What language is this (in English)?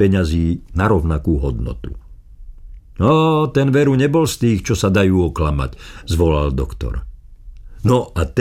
Slovak